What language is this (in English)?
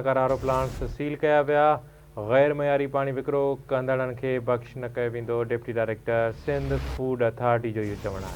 Sindhi